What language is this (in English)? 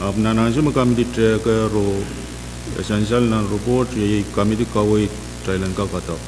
Pohnpeian